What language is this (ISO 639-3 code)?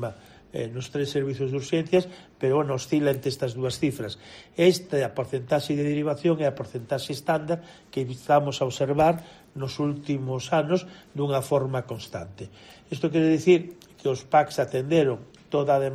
glg